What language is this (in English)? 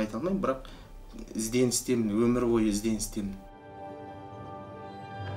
Kazakh